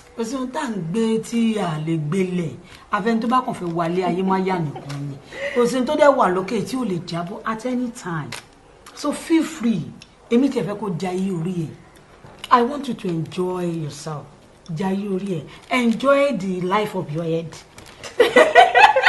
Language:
Yoruba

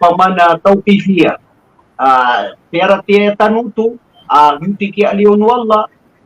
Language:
Maranao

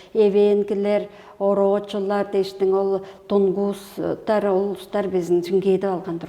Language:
Tuvinian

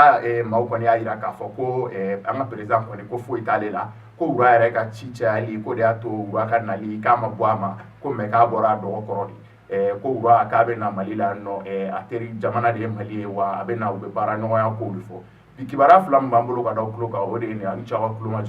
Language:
Bambara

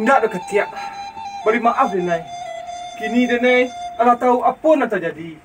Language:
Minangkabau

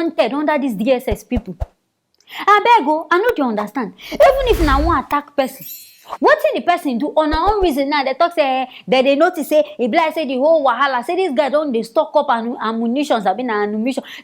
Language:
Nigerian Pidgin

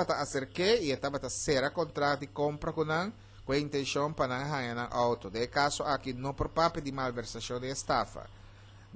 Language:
Papiamento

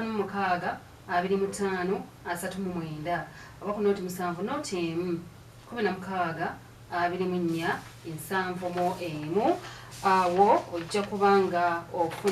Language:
Ganda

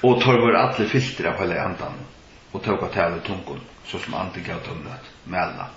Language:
Faroese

